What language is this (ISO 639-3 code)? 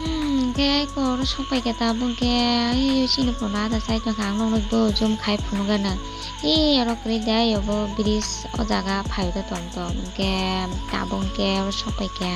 trp